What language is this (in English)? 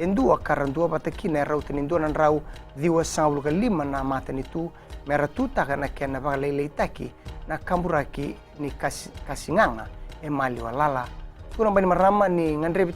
Fijian